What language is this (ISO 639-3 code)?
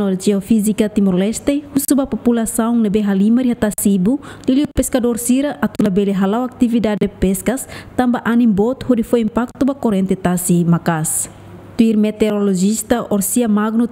tet